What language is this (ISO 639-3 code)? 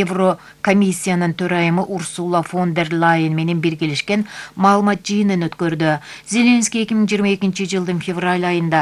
kir